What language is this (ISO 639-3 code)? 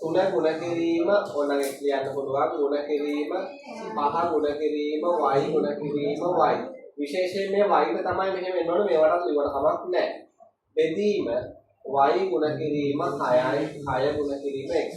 sin